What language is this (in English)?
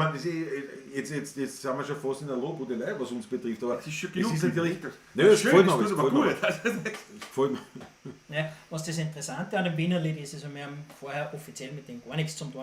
Bavarian